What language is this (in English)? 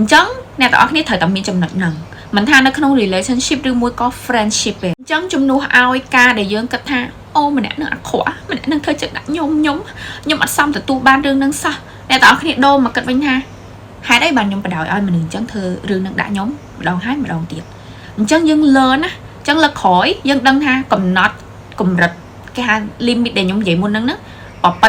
Khmer